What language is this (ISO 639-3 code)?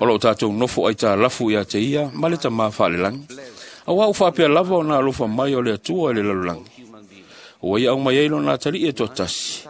smo